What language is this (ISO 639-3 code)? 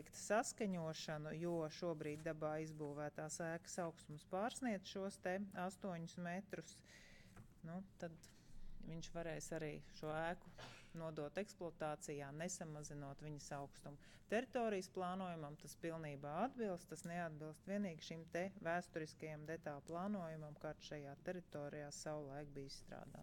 lav